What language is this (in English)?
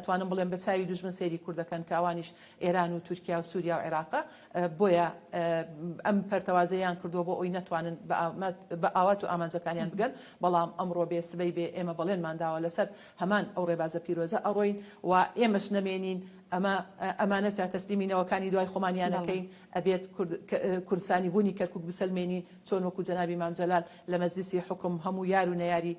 Central Kurdish